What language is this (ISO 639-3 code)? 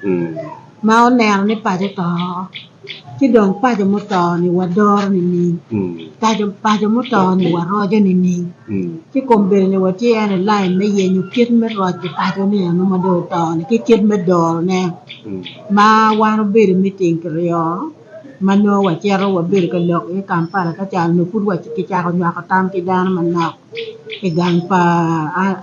ach